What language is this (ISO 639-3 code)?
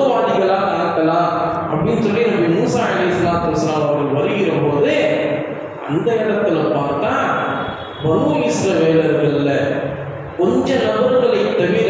tam